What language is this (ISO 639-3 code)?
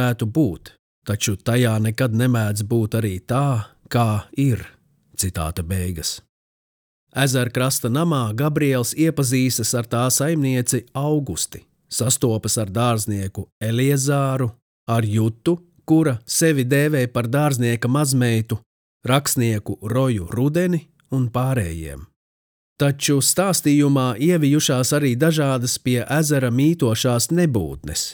lav